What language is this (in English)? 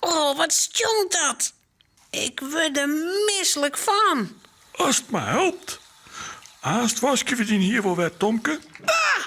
Western Frisian